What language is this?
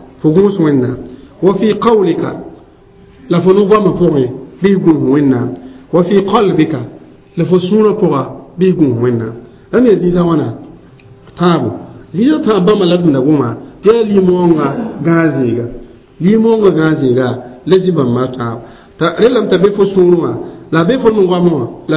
Mossi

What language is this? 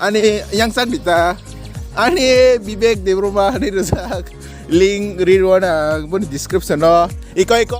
Kok Borok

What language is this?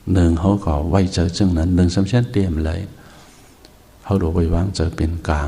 Shan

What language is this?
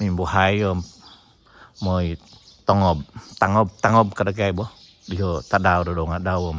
Central Dusun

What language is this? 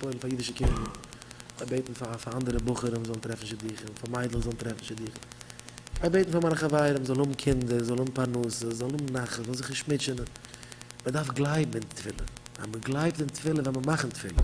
Yiddish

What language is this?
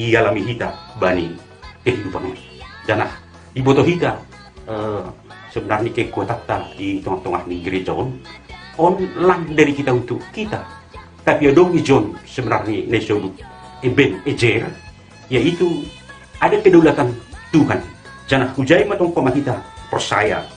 Batak Simalungun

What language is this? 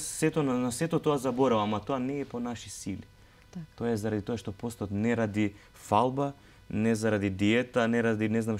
Macedonian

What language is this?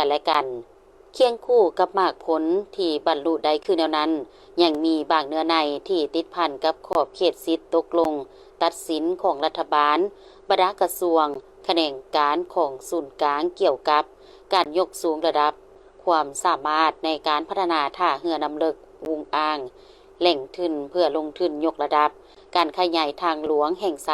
Lao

